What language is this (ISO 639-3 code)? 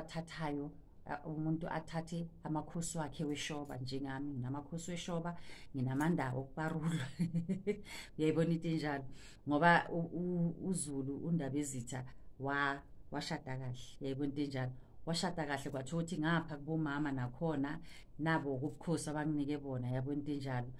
zul